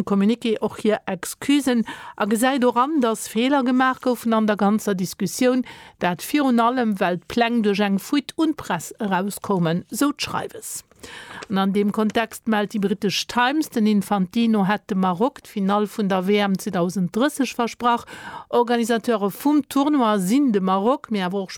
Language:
Luxembourgish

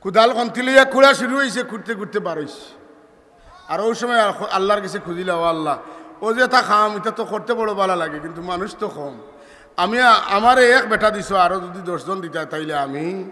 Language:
Sylheti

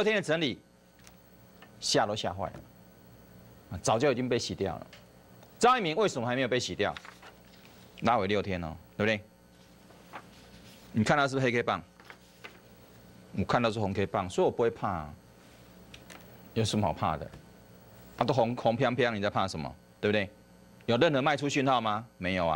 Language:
Chinese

